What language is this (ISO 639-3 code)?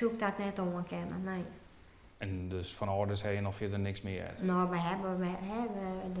fry